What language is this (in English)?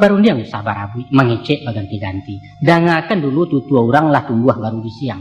Minangkabau